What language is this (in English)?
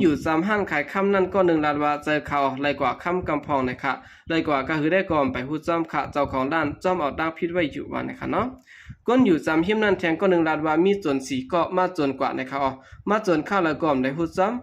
Shan